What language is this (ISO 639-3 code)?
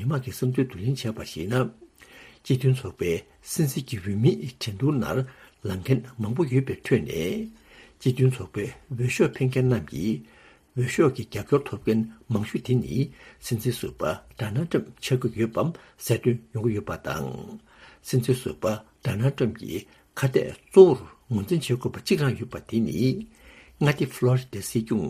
bod